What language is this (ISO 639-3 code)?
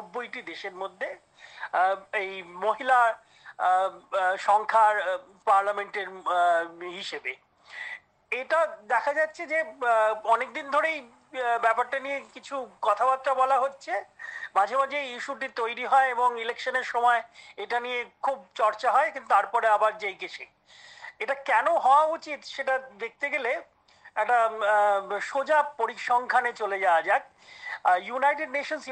ben